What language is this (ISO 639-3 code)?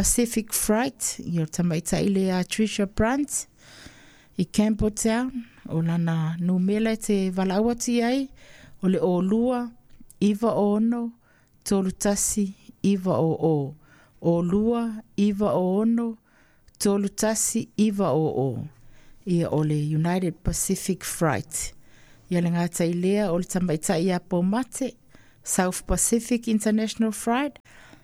smo